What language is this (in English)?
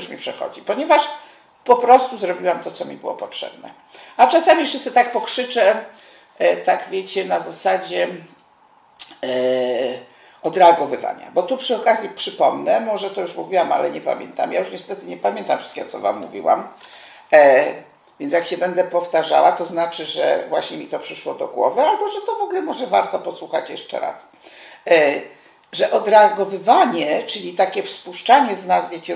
Polish